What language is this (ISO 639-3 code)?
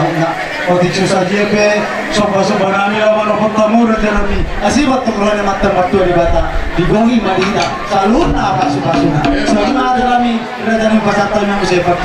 bbc